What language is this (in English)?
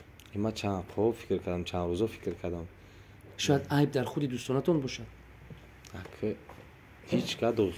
Tajik